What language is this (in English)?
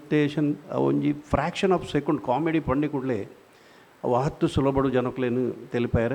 Tulu